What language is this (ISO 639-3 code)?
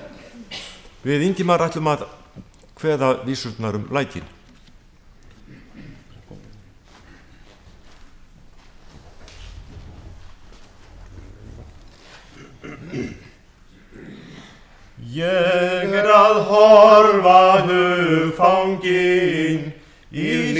isl